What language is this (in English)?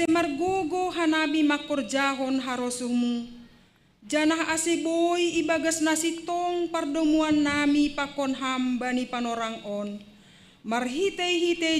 Batak Simalungun